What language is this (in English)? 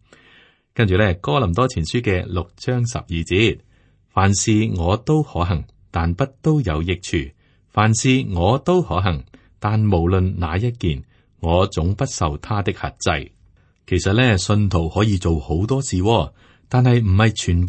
Cantonese